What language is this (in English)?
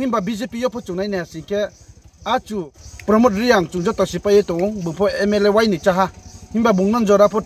Riang (India)